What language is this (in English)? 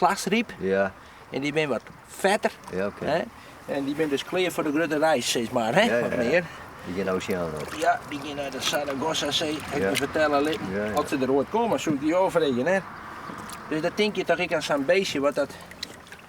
Western Frisian